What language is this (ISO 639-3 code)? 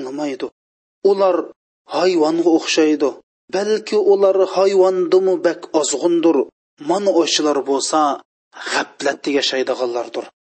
uig